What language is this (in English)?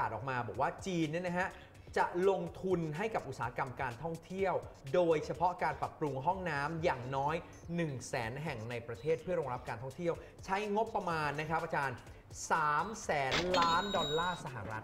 Thai